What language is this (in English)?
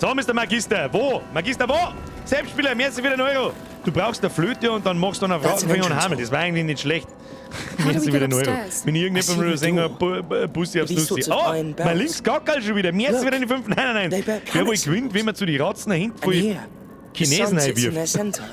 Bavarian